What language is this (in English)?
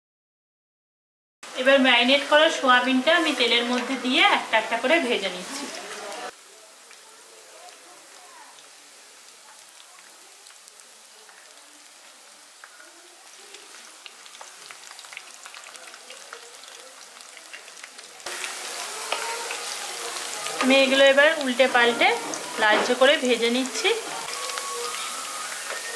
Bangla